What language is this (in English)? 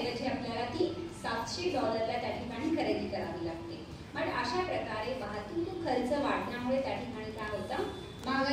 Marathi